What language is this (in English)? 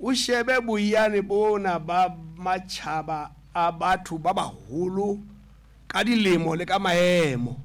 Southern Sotho